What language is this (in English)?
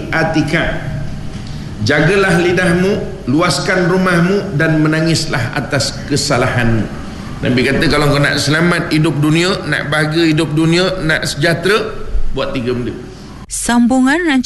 Malay